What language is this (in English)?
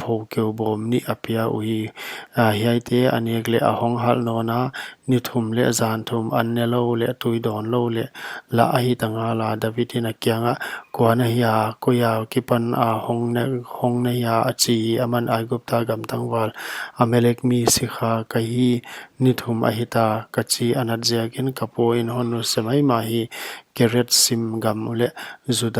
Paite Chin